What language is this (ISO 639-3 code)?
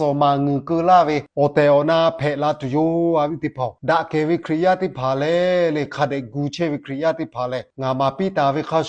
lhu